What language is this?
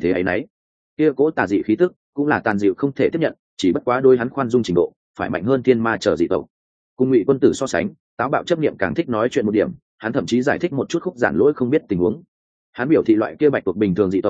Vietnamese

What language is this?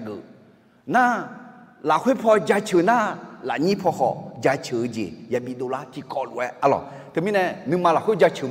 Akha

